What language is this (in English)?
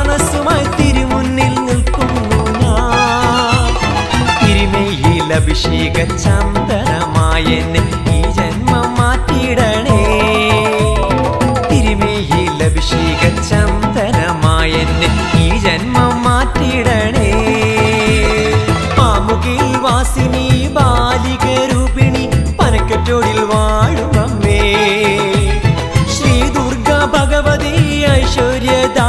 Malayalam